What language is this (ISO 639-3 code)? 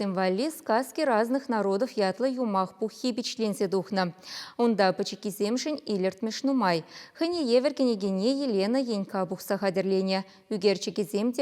chv